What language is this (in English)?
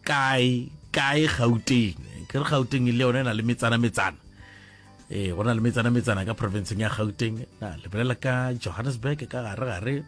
Northern Sotho